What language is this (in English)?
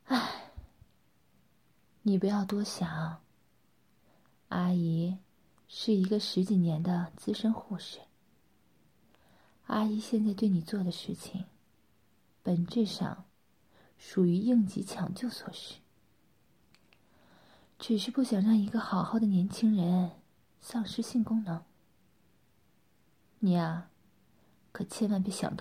Chinese